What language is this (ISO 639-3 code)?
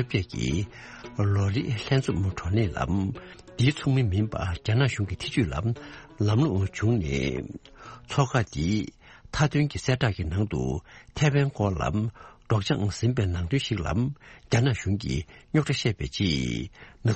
bod